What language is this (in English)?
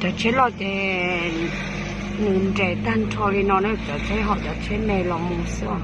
Hmong